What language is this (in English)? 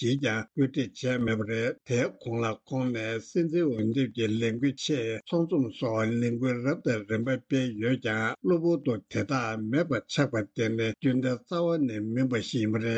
Tibetan